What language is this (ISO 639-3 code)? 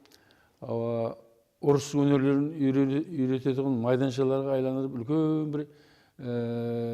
kaa